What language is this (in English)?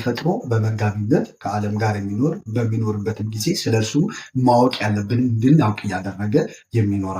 Amharic